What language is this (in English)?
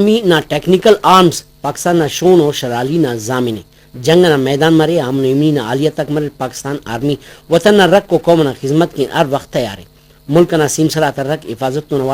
Brahui